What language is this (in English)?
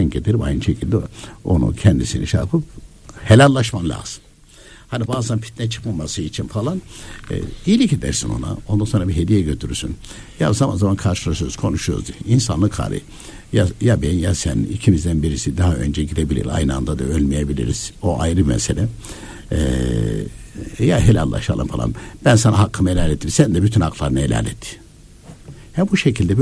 Turkish